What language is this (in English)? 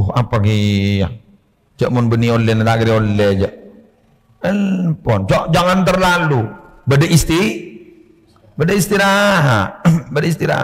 Madurese